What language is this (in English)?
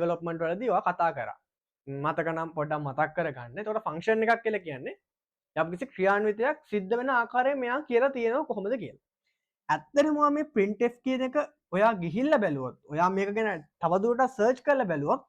Sinhala